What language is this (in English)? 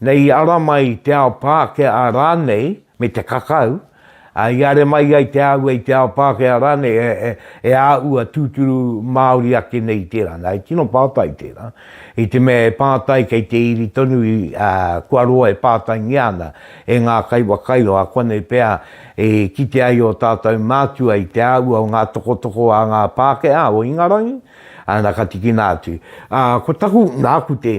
Māori